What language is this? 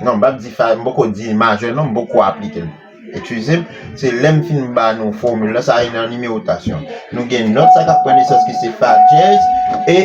Haitian Creole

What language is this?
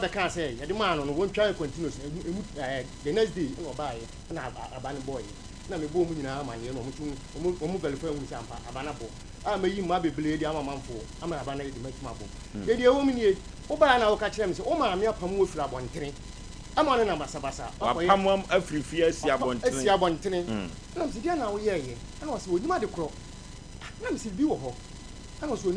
Akan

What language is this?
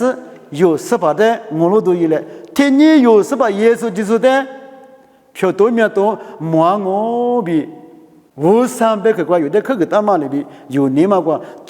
Lisu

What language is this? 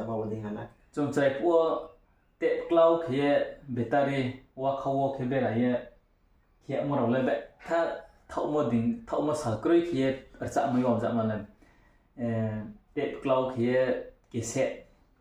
Riang (India)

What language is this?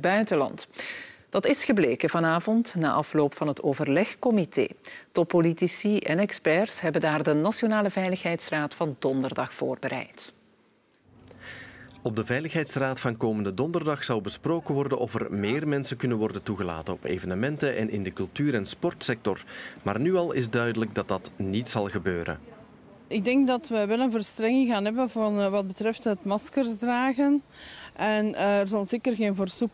Dutch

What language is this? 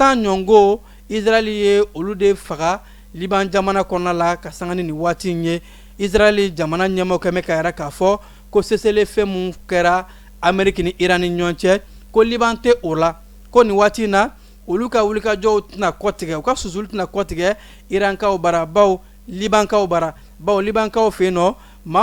Bambara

